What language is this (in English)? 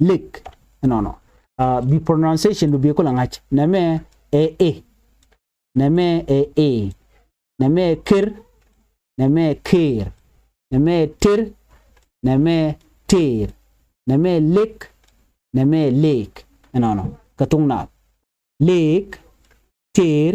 Nuer